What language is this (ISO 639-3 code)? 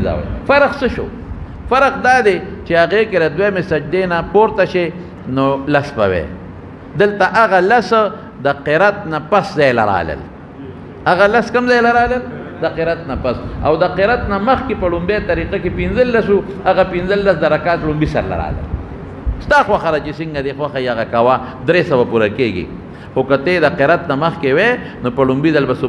pus